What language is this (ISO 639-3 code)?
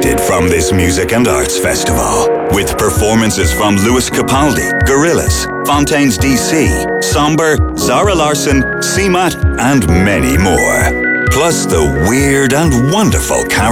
eng